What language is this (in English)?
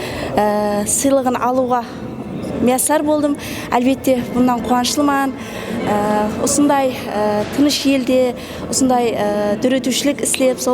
Kara-Kalpak